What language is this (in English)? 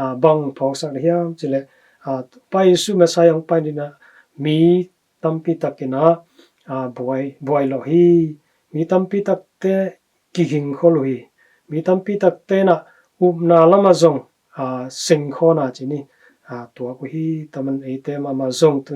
Tedim Chin